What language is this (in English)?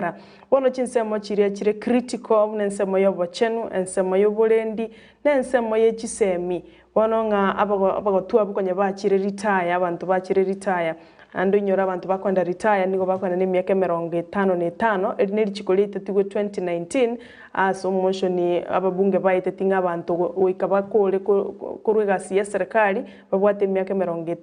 Gusii